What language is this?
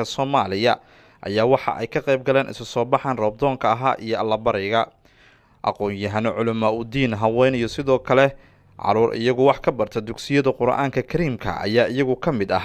Somali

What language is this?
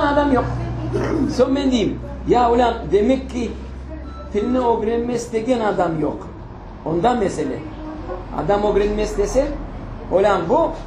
Crimean Tatar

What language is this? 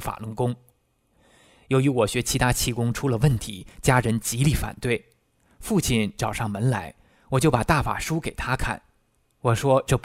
Chinese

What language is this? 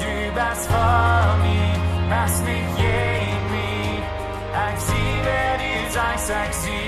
Plautdietsch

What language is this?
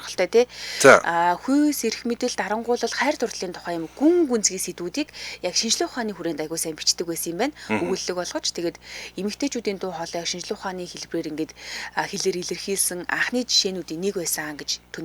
Mongolian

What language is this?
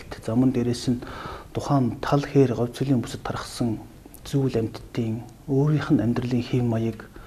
Mongolian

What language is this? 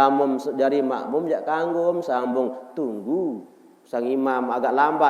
Sasak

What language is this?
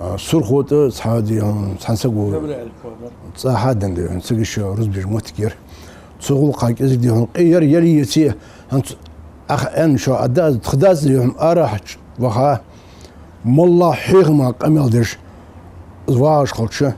Ingush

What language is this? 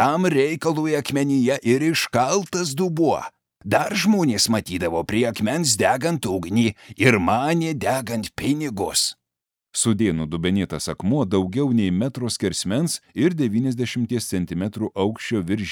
Lithuanian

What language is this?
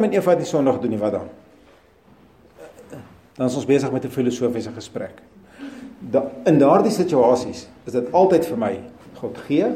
Afrikaans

